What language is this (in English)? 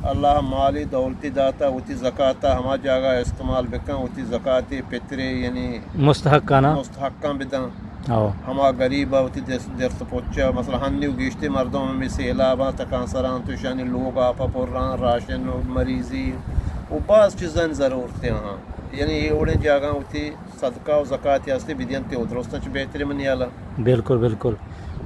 Eastern Balochi